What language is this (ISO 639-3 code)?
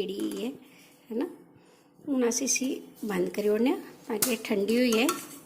doi